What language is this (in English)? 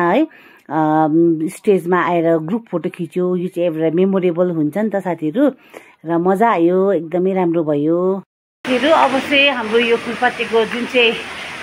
Nepali